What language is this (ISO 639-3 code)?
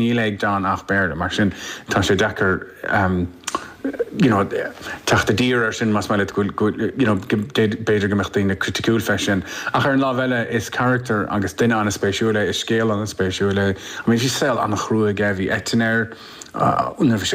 gle